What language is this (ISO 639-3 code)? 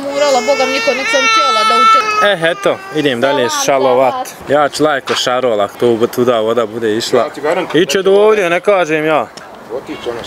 bos